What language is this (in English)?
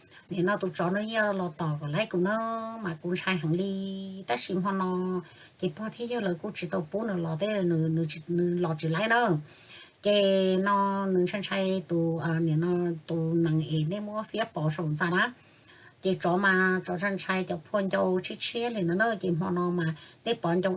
Hmong